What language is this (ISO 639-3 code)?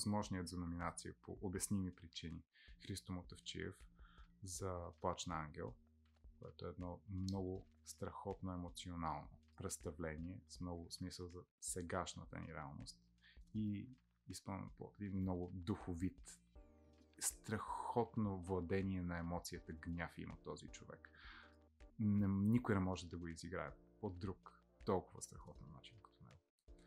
bul